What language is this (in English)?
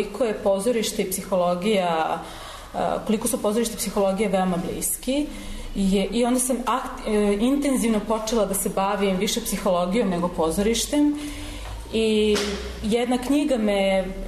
Serbian